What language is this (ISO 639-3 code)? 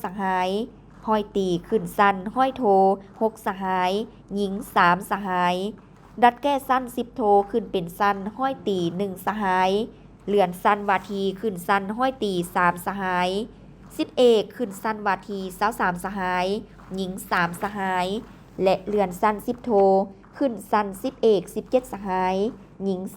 lao